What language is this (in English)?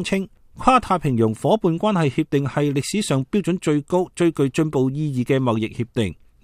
Cantonese